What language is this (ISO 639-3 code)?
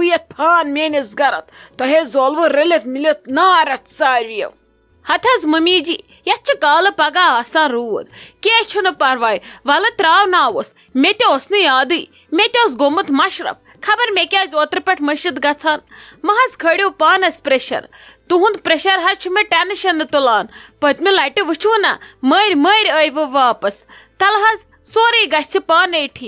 kas